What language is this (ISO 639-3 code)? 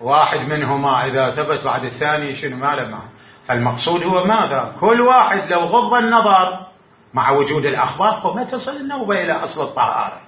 acm